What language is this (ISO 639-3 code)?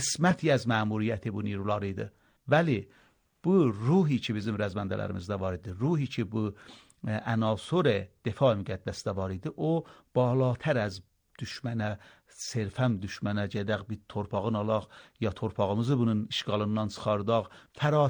aze